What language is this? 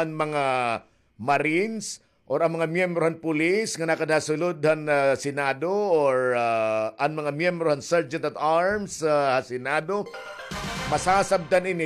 Waray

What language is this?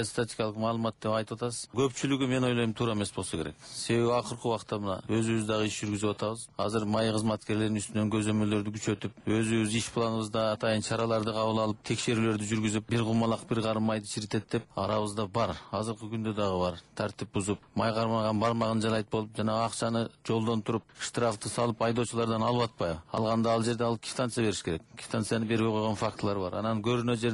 Kyrgyz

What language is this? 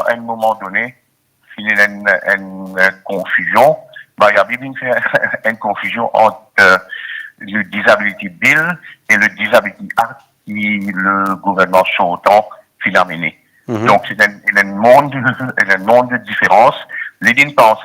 Morisyen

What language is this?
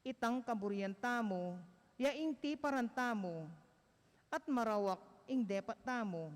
Pampanga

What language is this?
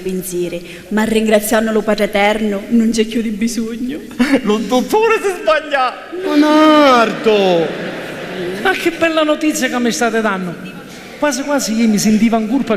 Sicilian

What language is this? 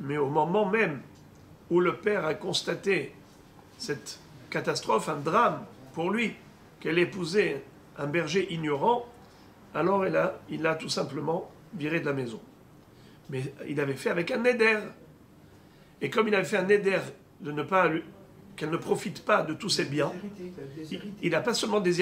French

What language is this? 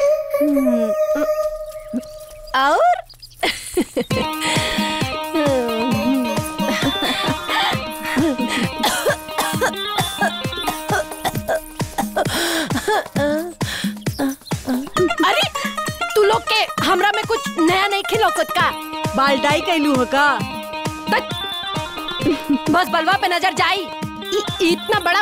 Bhojpuri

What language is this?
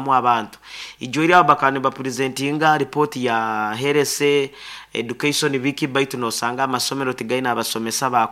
Nyoro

